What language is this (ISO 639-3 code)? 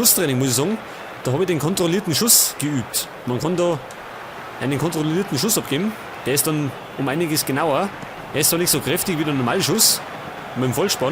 bar